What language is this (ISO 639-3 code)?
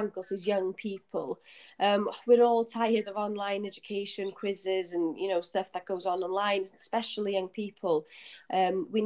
eng